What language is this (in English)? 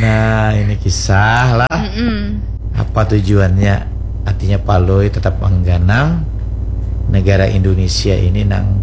Banjar